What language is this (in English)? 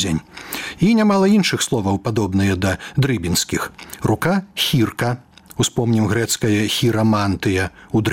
Belarusian